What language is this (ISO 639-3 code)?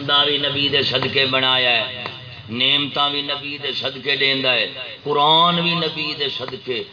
skr